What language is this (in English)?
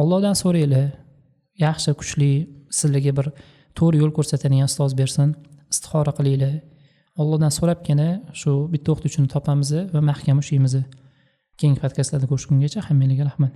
Uzbek